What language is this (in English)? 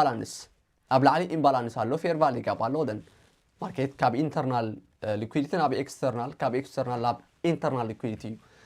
Tigrinya